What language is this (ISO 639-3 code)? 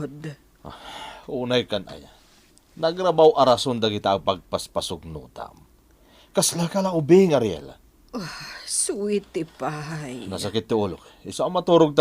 ilo